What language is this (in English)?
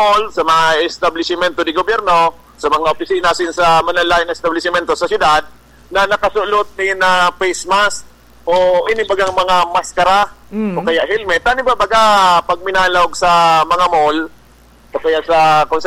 Bikol